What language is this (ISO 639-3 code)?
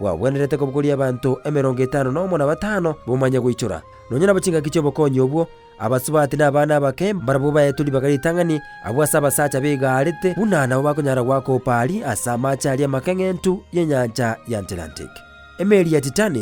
guz